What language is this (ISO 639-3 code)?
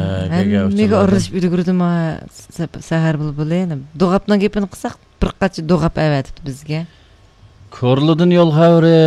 uig